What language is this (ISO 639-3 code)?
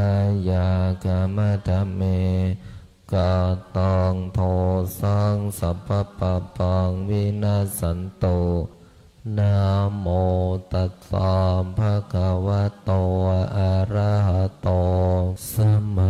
pli